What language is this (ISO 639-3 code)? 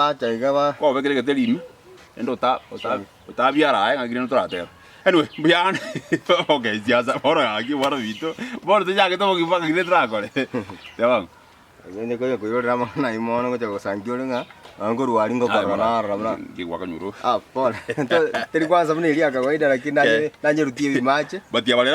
guz